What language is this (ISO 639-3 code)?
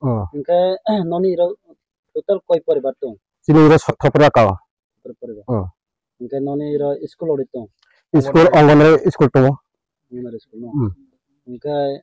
ria